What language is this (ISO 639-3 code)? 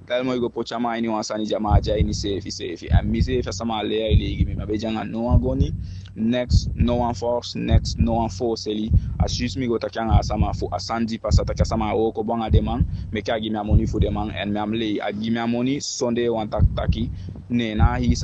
djk